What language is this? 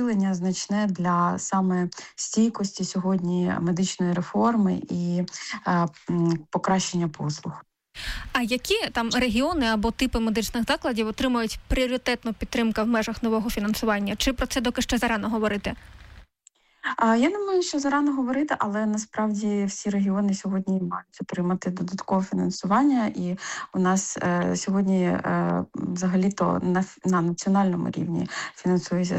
Ukrainian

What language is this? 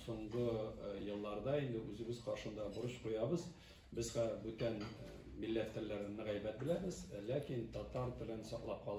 Tatar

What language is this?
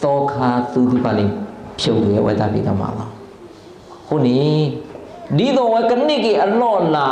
S'gaw Karen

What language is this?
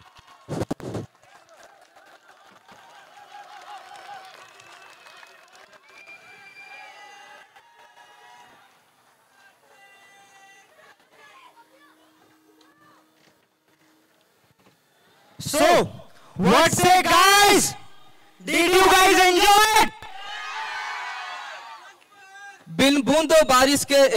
Hindi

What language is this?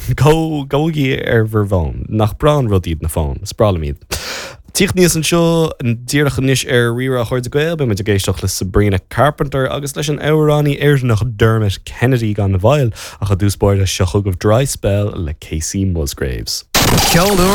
Irish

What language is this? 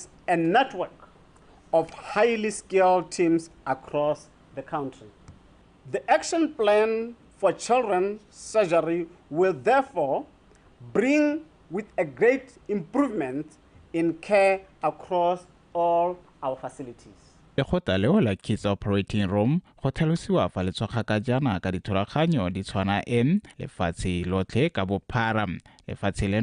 Tswana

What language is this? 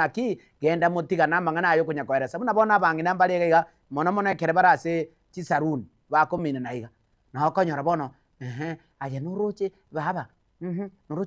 Gusii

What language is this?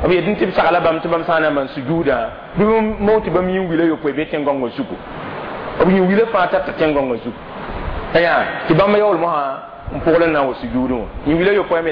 Mossi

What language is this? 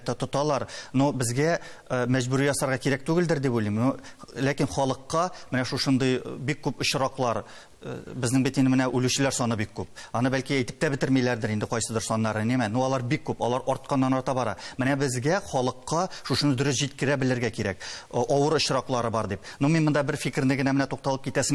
Tatar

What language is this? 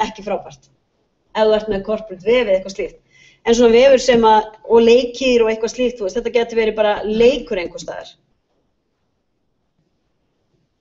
Icelandic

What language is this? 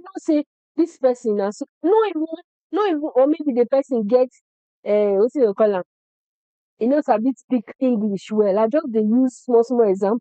Nigerian Pidgin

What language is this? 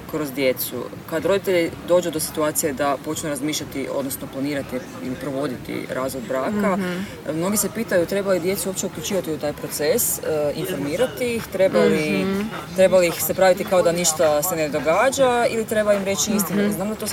Croatian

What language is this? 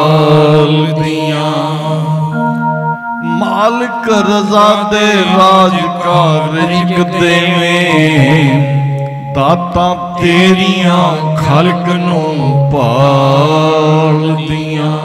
Punjabi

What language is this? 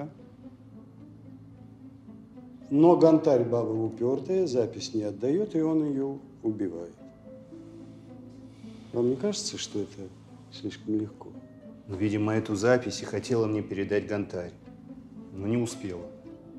Russian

